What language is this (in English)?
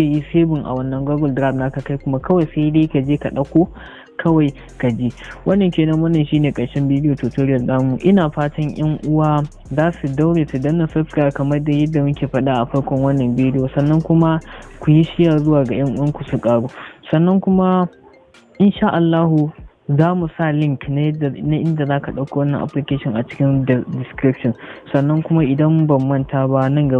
Hausa